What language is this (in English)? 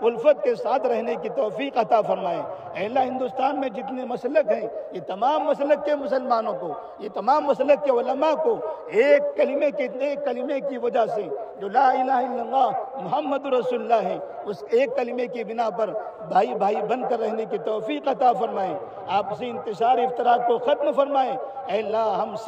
Urdu